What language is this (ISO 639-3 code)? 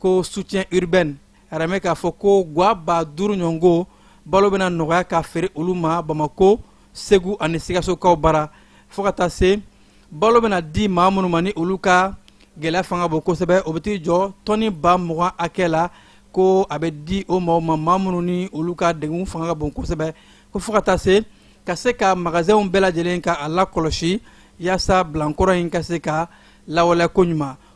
bam